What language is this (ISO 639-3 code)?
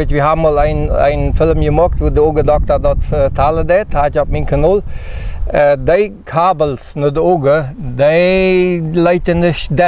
pdt